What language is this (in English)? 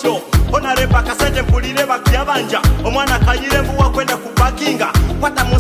Nyoro